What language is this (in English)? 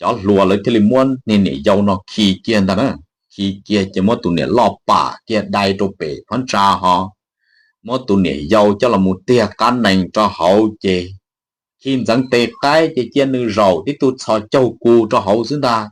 Hmong